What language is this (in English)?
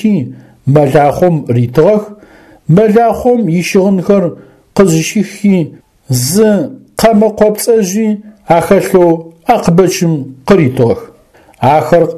Adyghe